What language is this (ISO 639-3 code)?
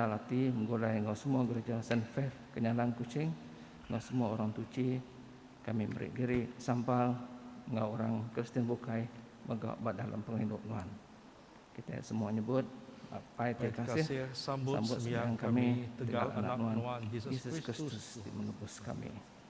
iba